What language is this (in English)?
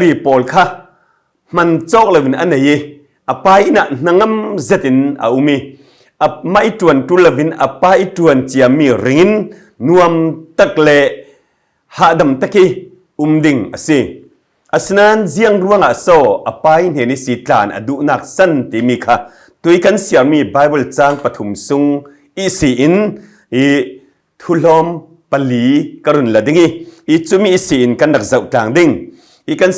Falam Chin